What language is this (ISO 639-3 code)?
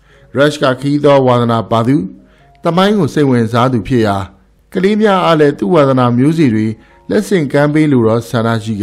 mya